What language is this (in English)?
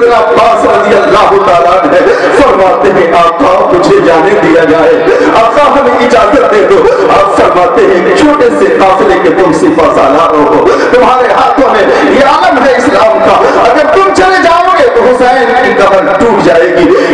Urdu